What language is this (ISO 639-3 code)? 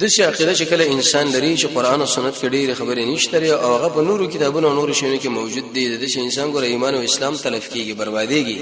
pus